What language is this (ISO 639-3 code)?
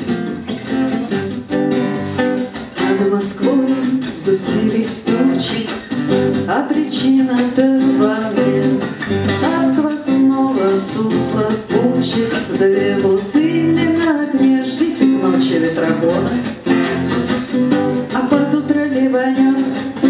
rus